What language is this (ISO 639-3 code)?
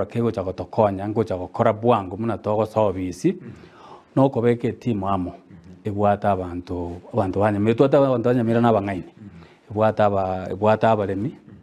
guz